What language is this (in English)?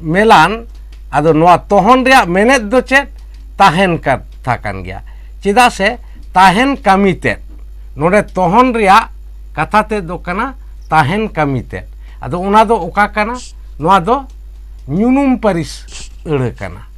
Santali